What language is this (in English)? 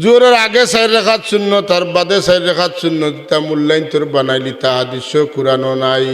Sylheti